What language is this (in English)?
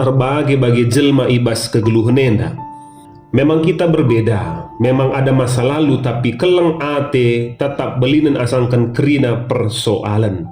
Batak Karo